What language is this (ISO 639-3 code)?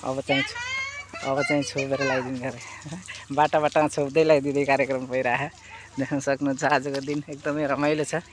nep